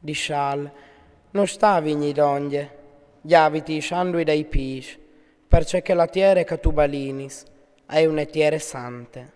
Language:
Friulian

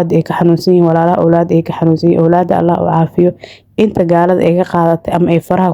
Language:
Somali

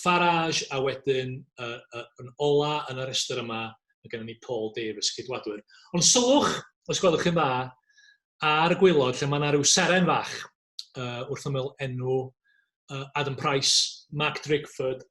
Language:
Welsh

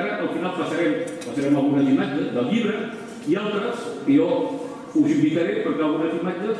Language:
Catalan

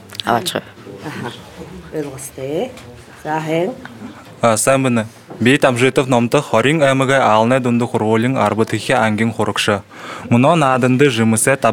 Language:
Buriat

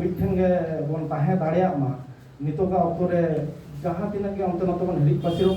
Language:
Santali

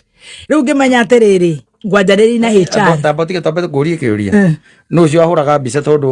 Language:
Kikuyu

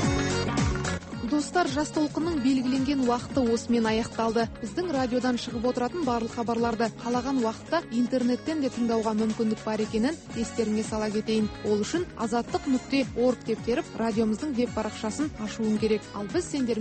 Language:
Kazakh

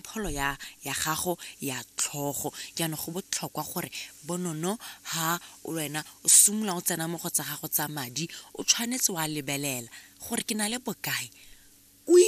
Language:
Tswana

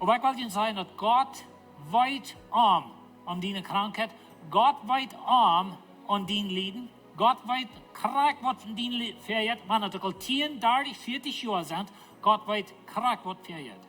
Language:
Plautdietsch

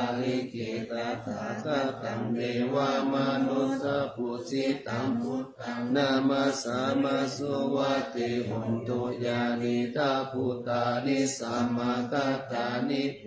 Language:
Pali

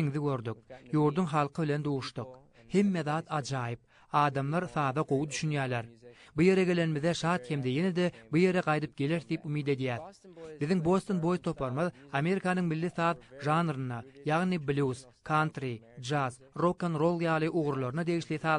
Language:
Turkmen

